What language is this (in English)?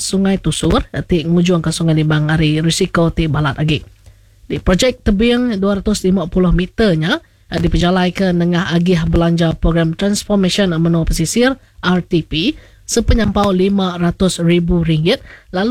Iban